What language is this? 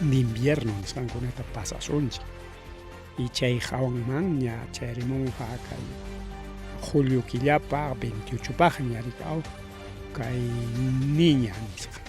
Ayacucho Quechua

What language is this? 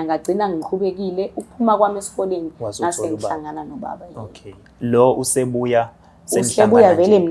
Zulu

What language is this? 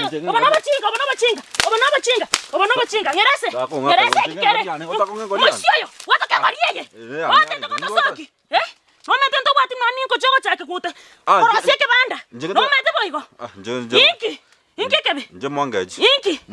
Gusii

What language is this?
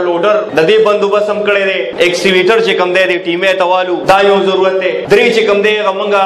Pashto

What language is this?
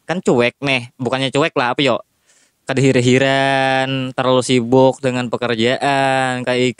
Banjar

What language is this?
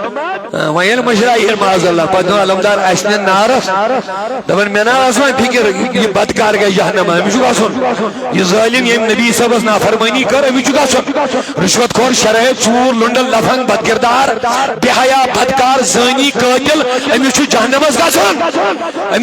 Kashmiri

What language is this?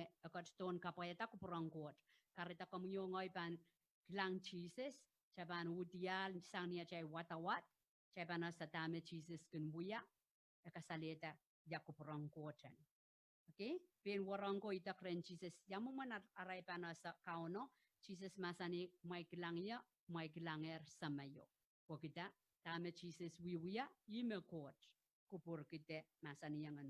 Pohnpeian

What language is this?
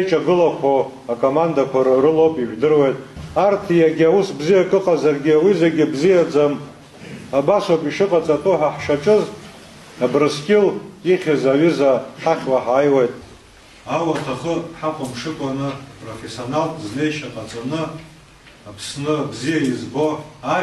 Abkhazian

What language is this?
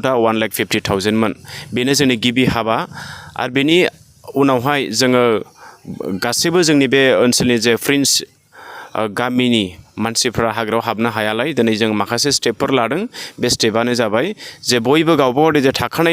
Bodo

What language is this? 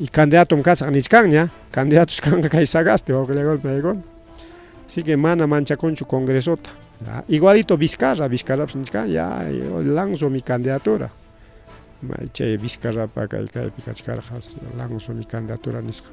Ayacucho Quechua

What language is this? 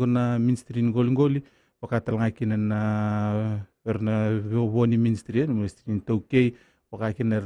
Fijian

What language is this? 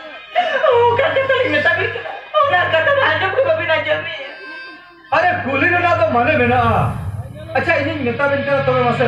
Santali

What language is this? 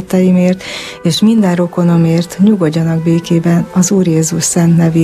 Hungarian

